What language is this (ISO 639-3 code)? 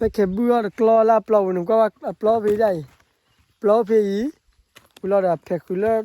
ksw